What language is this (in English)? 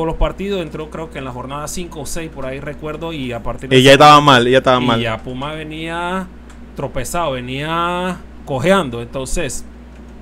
Spanish